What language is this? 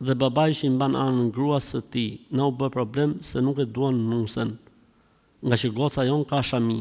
Albanian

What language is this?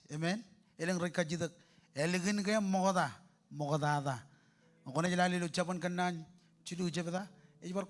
Marshallese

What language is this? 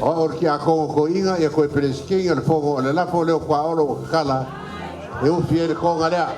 Samoan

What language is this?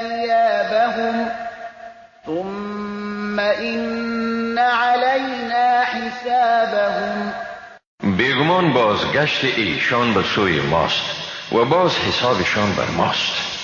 Persian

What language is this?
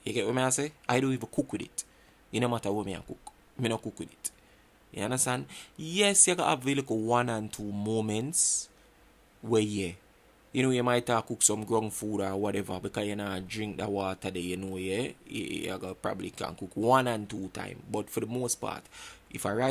Jamaican Creole English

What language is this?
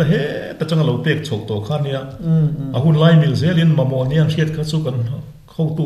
Mizo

